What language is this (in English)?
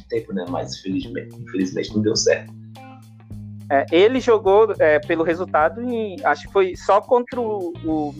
Portuguese